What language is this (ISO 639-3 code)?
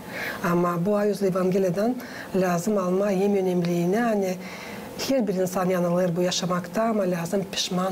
gag